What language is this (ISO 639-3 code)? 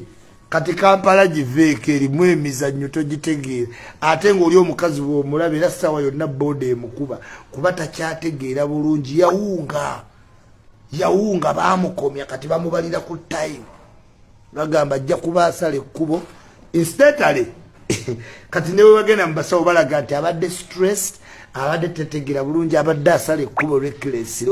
lug